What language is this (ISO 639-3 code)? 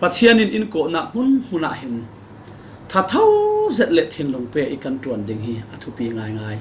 cfm